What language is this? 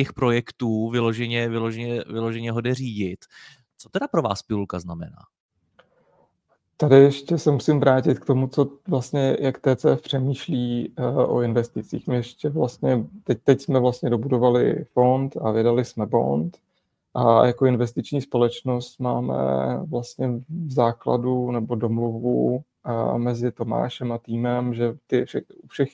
Czech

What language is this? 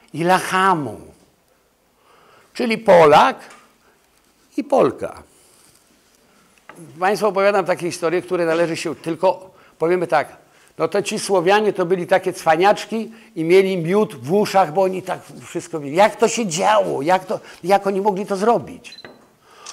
Polish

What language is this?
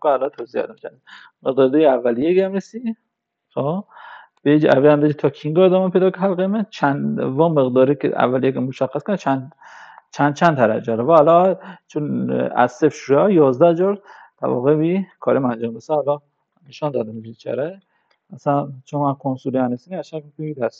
Kurdish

